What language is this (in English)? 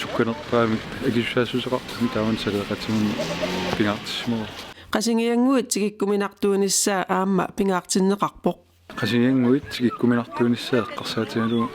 Kalaallisut